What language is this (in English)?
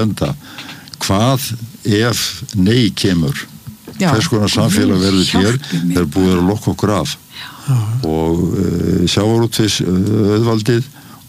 Icelandic